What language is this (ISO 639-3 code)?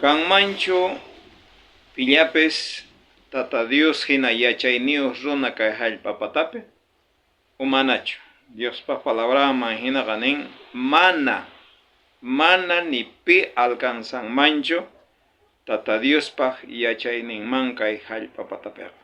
quh